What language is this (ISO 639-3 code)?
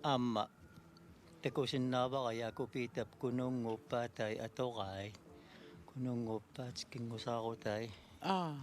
kal